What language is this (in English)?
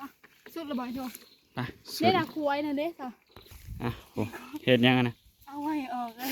Northeastern Thai